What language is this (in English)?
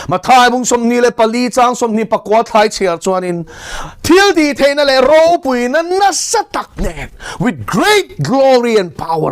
Mizo